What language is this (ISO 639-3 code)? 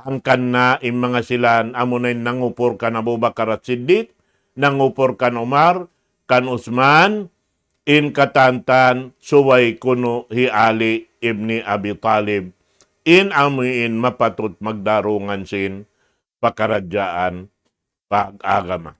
tsg